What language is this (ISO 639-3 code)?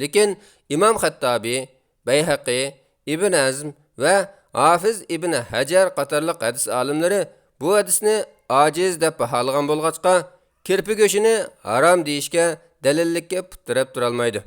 uig